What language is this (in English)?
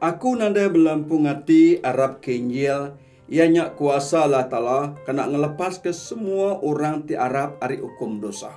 Iban